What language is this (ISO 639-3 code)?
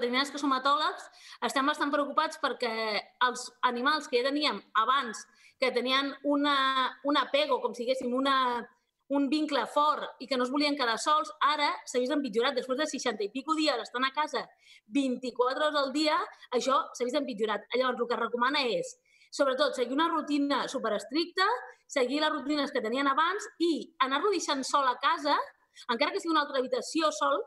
cat